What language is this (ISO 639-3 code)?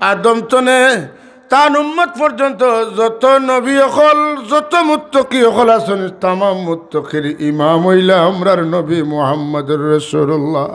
syl